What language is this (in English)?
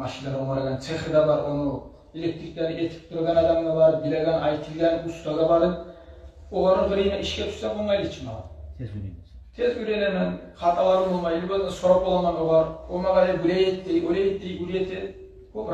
Kumyk